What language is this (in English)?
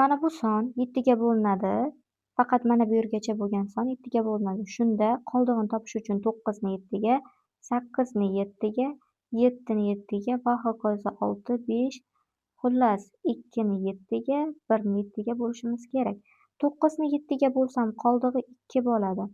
Uzbek